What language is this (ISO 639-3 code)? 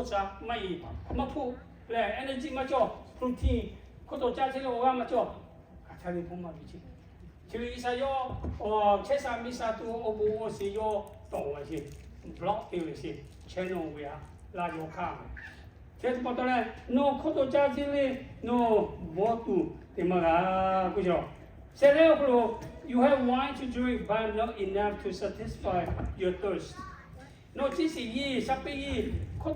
lhu